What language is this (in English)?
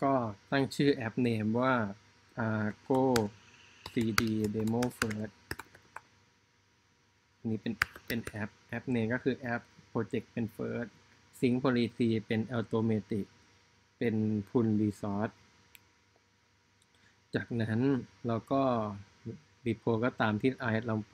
Thai